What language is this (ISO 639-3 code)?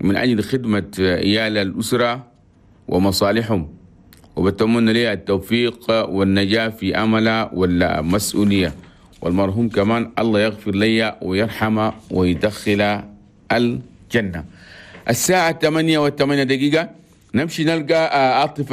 shu